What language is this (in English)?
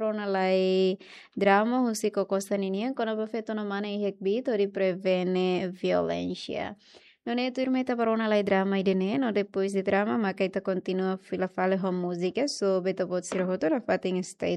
Tetum